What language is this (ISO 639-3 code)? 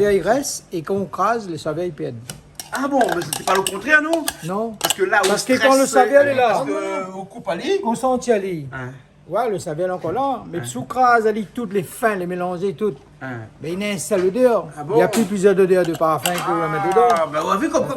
rcf